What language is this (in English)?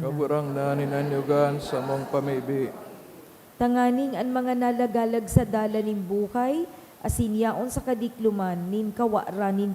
Bikol